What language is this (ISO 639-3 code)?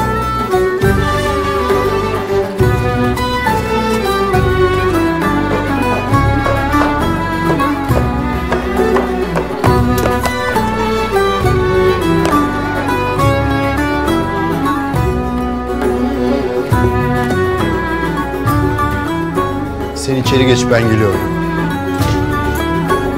tur